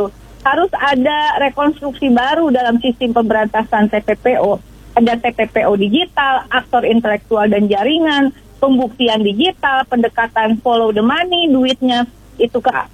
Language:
Indonesian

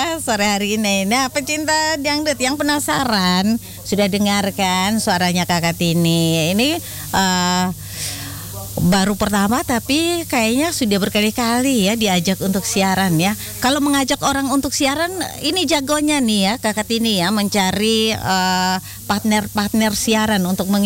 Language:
Indonesian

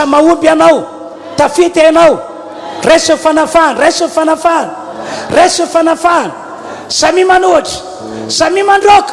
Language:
Malagasy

